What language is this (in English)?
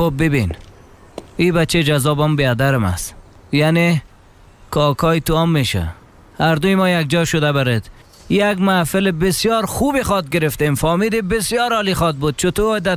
Persian